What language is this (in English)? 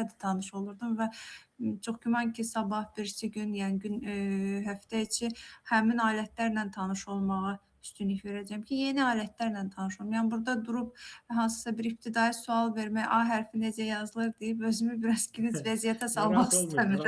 Azerbaijani